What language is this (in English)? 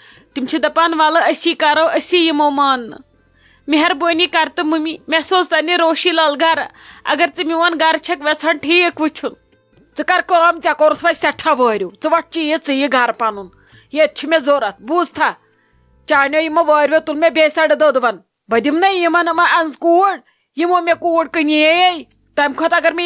Kashmiri